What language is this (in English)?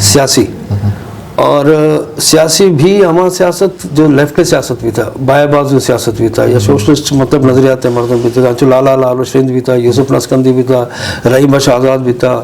Eastern Balochi